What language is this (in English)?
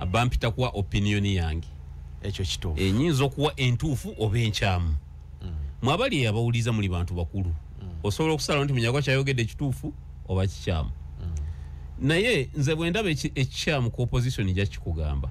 Ganda